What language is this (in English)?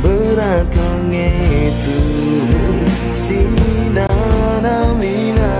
Batak Karo